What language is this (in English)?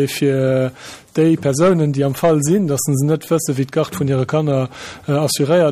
Luxembourgish